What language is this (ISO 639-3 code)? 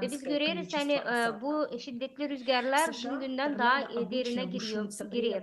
gag